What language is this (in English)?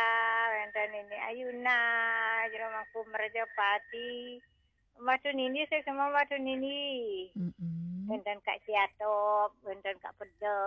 Balinese